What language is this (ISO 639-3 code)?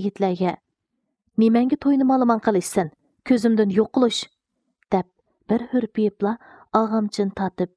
uig